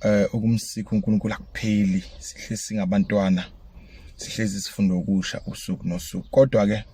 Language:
Zulu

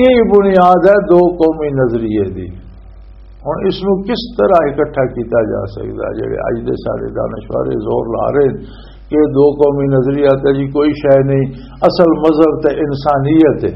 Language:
Western Panjabi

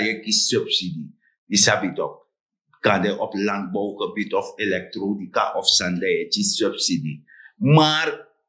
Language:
Sranan Tongo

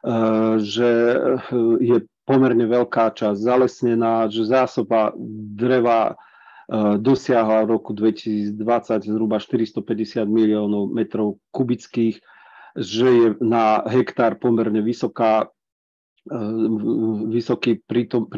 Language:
Slovak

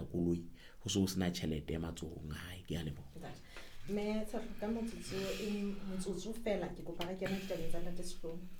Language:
Southern Sotho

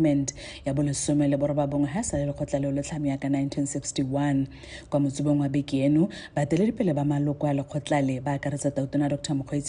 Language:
Tswana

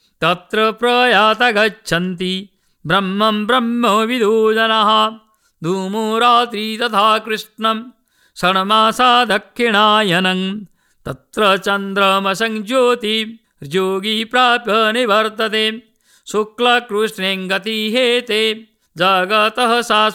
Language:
Sanskrit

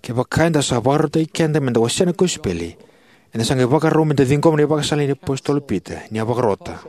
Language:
Fijian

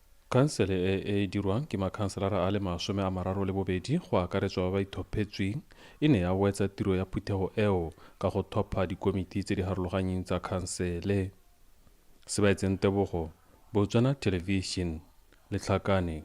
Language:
Tswana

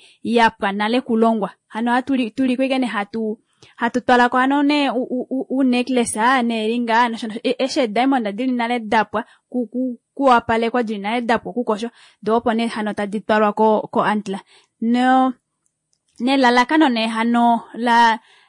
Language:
Kuanyama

